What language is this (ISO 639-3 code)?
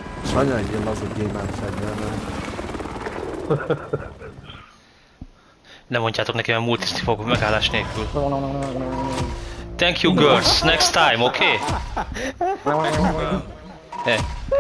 hun